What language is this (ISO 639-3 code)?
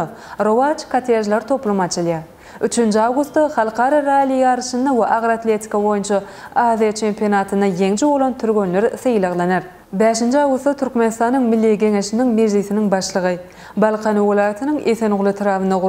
tuk